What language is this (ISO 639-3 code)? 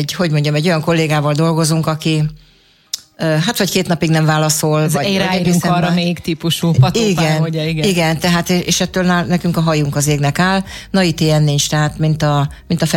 hun